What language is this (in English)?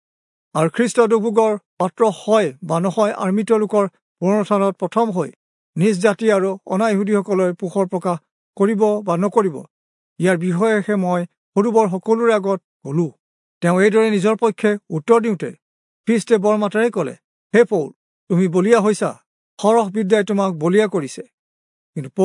Assamese